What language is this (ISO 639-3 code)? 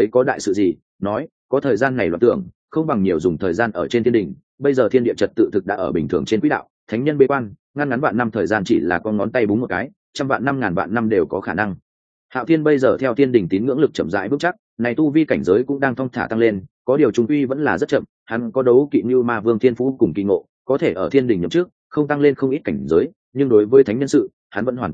vie